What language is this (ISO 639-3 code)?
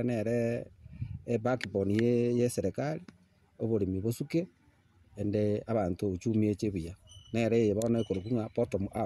guz